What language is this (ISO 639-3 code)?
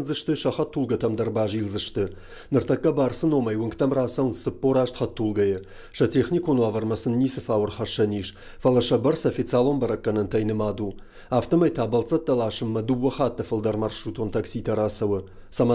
oss